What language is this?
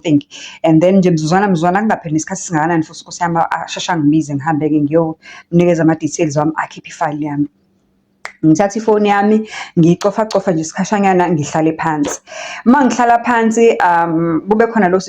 Zulu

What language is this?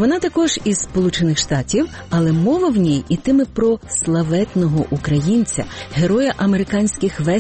Ukrainian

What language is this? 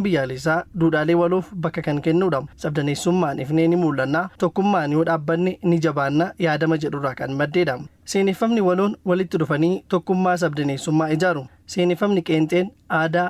Oromo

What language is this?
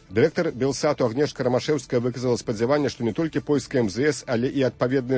Belarusian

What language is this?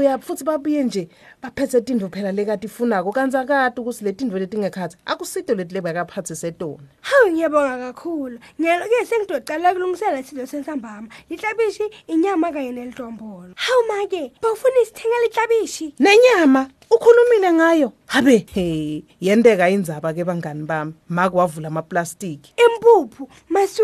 Swati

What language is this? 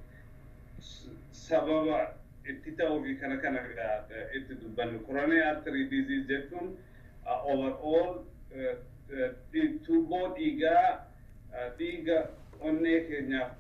Oromo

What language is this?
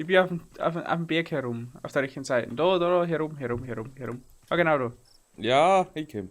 Bavarian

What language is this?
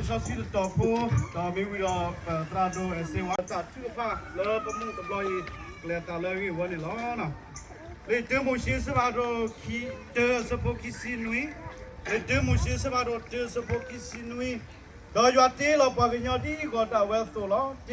S'gaw Karen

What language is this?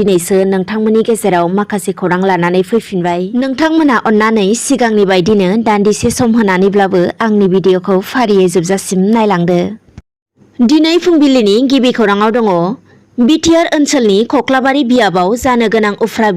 Bodo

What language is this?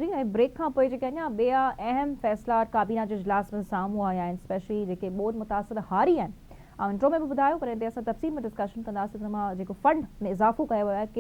Sindhi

